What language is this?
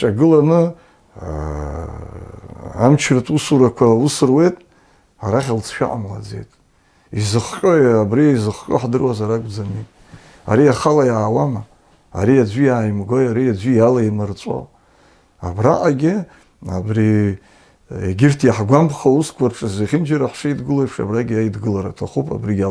Abkhazian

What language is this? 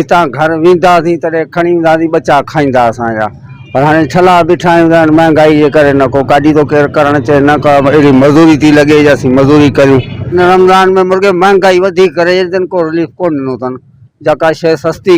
Sindhi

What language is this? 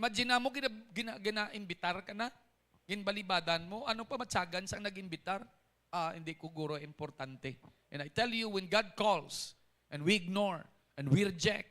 Hiligaynon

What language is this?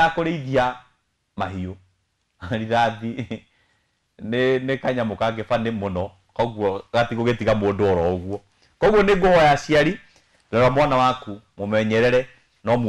Kikuyu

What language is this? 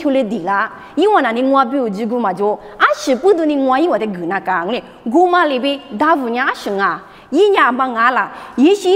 Lisu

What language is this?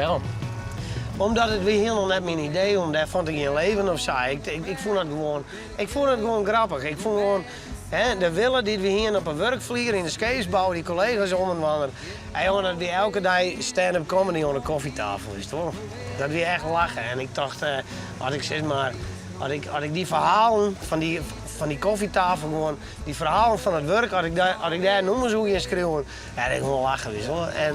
Western Frisian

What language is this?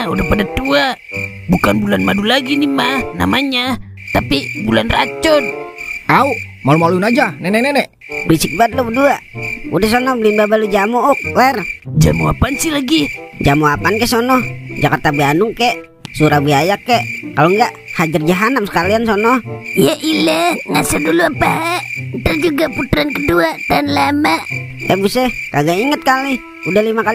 Betawi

